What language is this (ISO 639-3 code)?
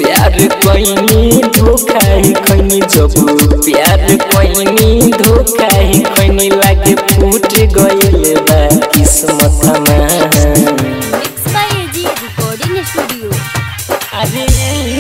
bho